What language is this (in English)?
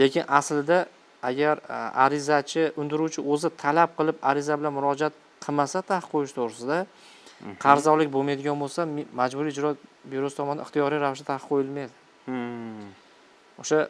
Uzbek